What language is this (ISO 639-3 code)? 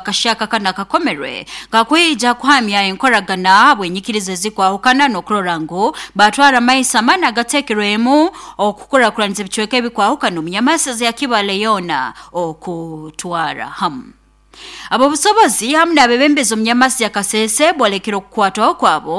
nyo